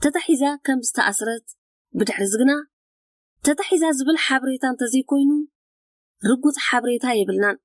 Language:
Tigrinya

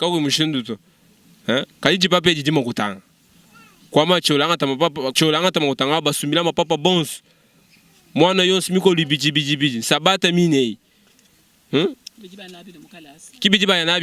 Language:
Luba-Lulua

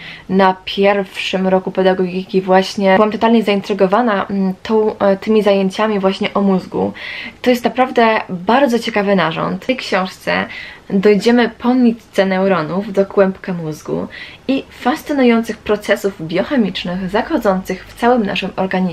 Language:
Polish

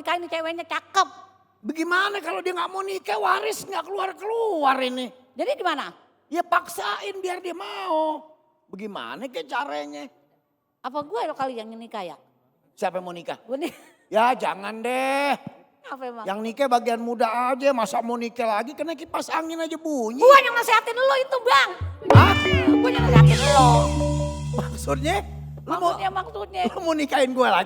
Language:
Betawi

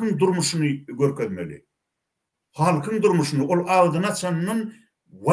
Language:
Turkmen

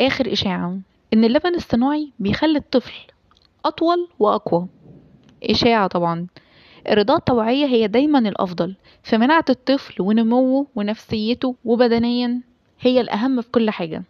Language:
Egyptian Arabic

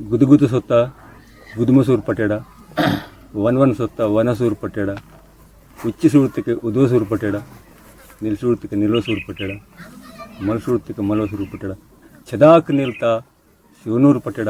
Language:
Aheri Gondi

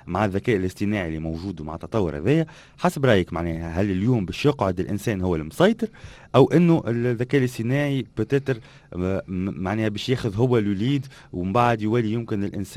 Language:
Tunisian Arabic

